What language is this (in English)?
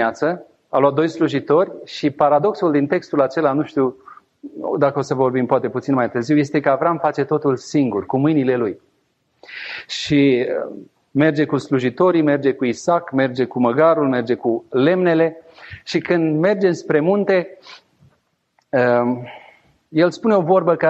Romanian